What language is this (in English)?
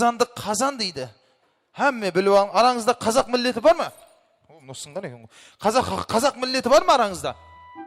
Kara-Kalpak